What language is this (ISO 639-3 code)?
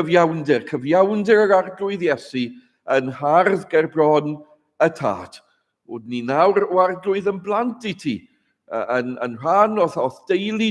cym